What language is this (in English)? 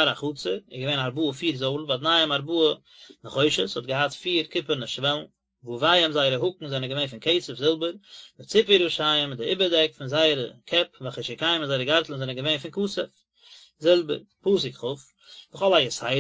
Yiddish